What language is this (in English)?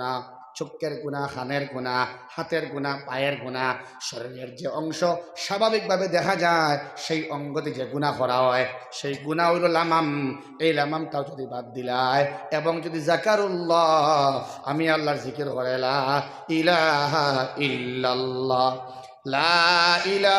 Sylheti